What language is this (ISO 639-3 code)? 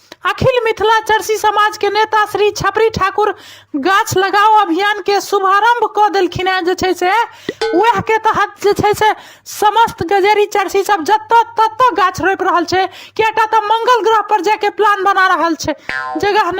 mai